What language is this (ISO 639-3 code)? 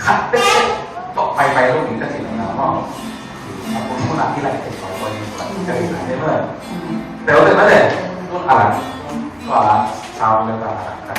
ctd